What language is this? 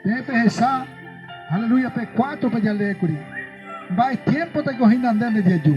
Guarani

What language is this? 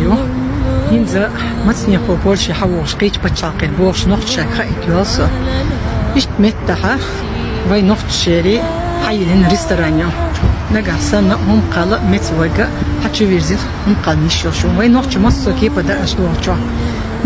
Chechen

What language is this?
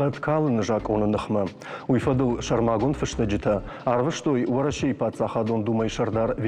Ossetic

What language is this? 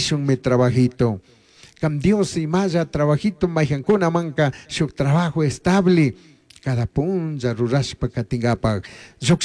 Chimborazo Highland Quichua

